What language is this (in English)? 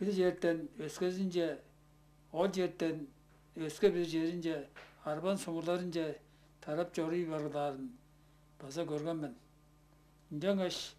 Tuvinian